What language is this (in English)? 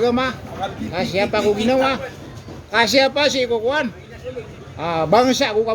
Maranao